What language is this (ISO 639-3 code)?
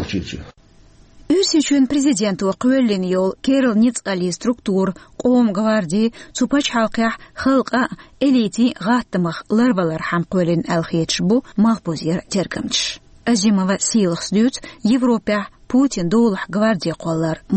che